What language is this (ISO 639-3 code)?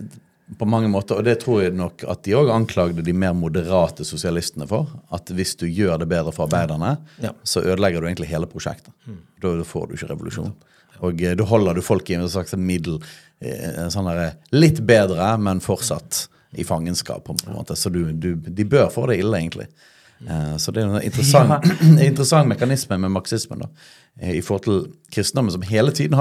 nor